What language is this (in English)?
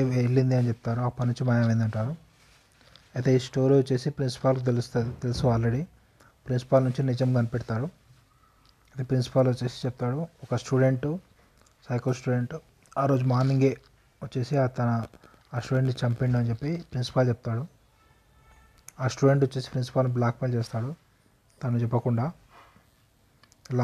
Telugu